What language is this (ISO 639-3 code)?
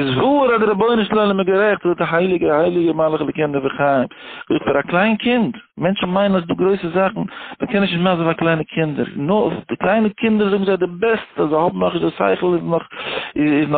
yid